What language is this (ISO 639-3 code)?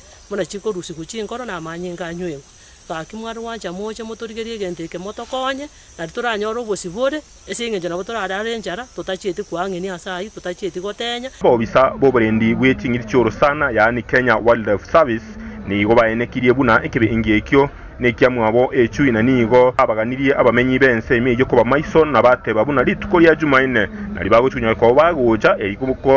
guz